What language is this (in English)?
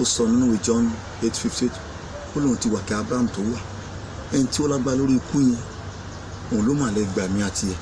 Yoruba